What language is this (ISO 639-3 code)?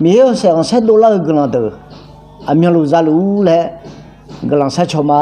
ahk